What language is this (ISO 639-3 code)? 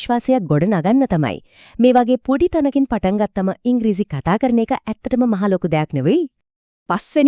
sin